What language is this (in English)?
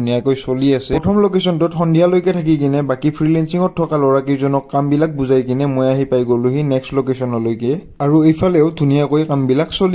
Assamese